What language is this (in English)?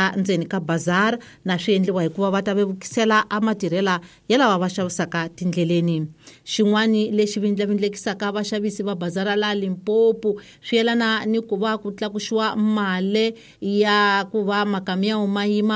Tsonga